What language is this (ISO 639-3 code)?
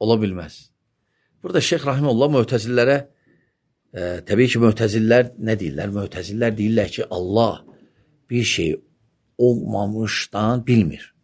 aze